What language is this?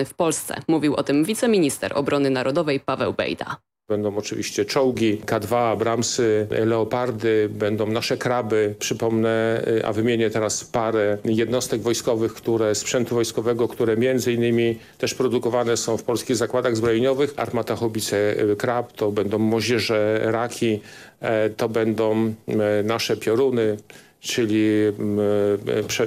Polish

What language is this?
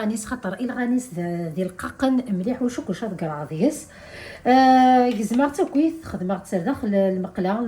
Kabyle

